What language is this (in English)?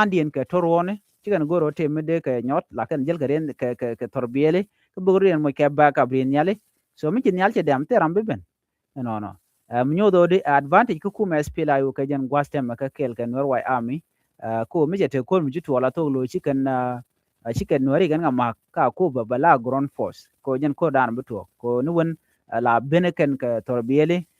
Nuer